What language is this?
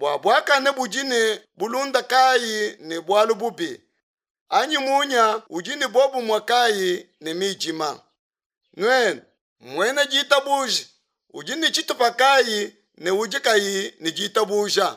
Luba-Lulua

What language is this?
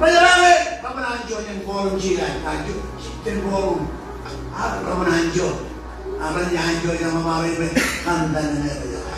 Marshallese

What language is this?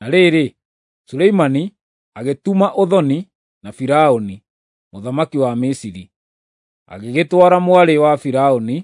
Kikuyu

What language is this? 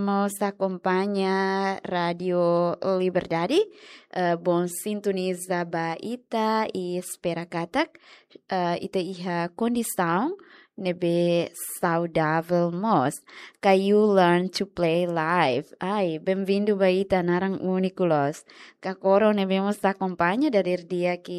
Tetum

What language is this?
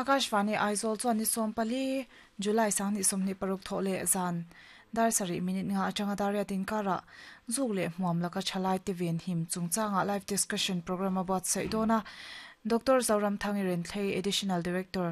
Mizo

